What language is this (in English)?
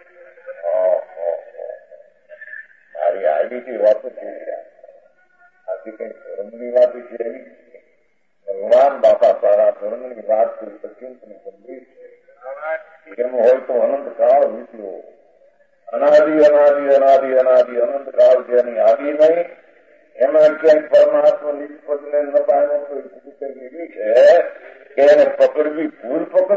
Gujarati